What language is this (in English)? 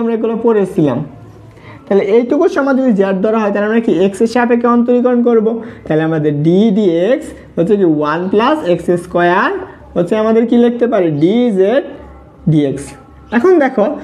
Bangla